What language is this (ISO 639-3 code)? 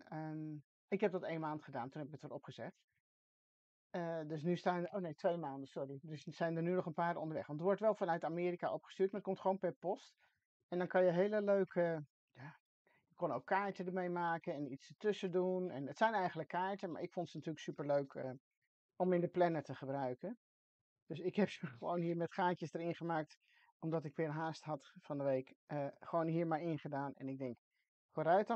nld